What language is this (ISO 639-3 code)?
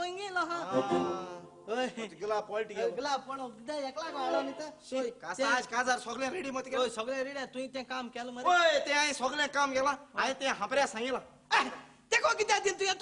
kok